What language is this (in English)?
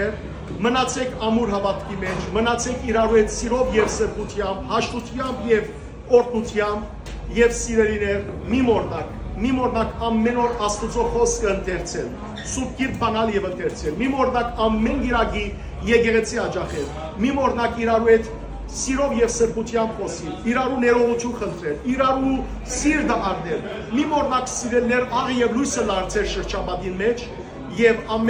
Western Armenian